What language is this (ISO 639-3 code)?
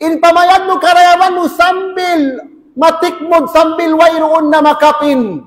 tsg